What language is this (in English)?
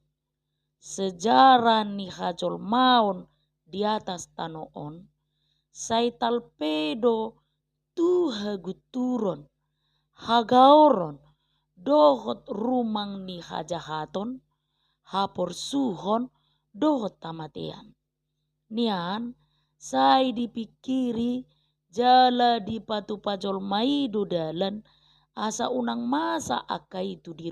Batak Toba